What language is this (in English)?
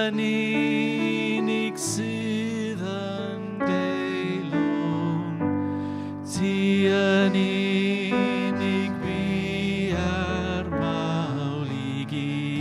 Welsh